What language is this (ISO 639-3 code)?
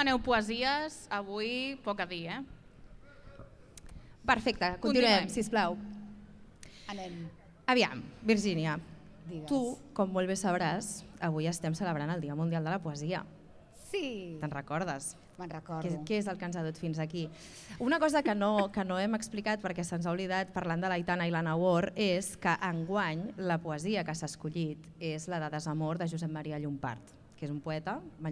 cat